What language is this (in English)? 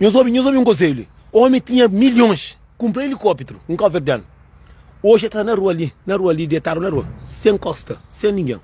Kabuverdianu